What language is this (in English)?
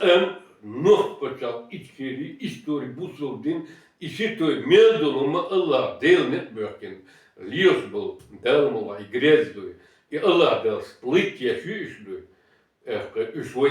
Chechen